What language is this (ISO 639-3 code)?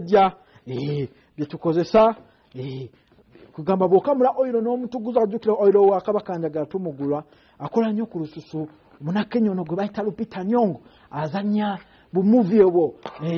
lug